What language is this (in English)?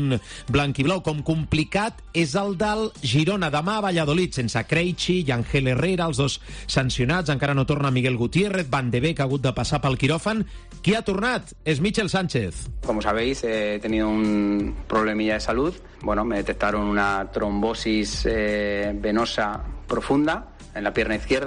Catalan